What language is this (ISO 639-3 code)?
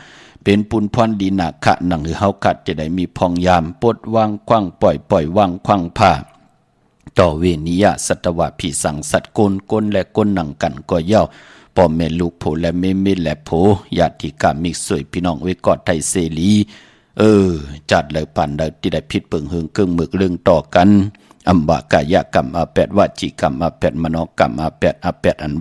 shn